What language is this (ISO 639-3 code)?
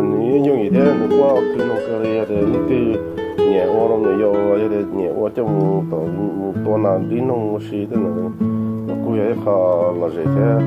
hmn